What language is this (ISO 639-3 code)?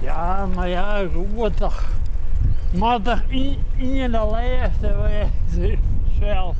fry